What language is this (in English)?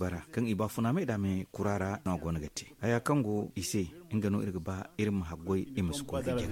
Zarma